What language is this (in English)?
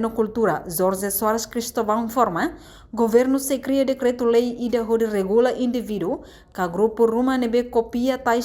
Tetum